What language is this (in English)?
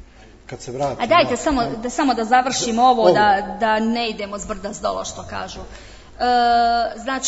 Croatian